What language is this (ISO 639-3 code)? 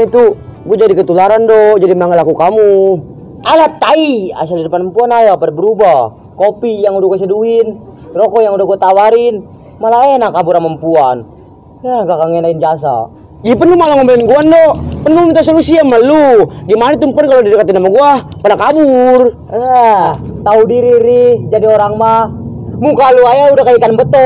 bew